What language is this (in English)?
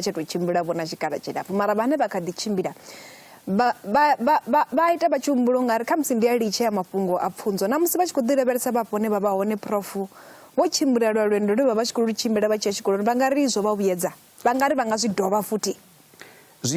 Venda